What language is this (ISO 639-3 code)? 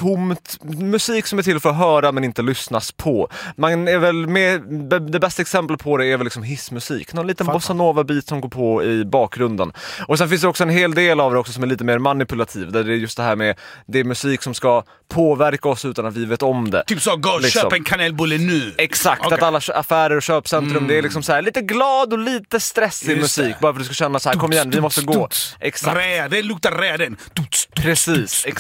swe